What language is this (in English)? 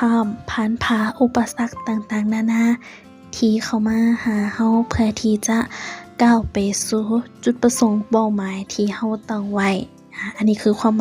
Lao